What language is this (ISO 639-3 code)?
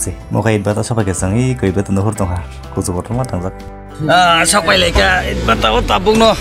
trp